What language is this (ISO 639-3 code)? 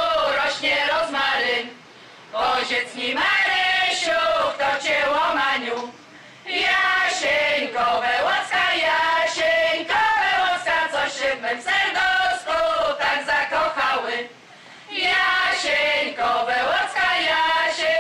pol